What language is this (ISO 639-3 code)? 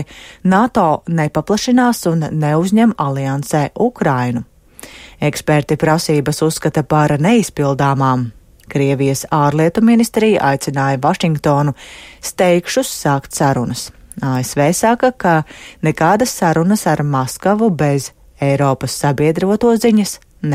lav